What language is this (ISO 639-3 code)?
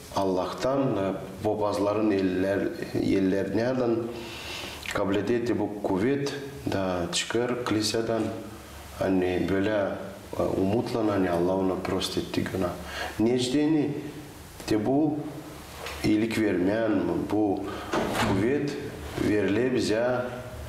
gag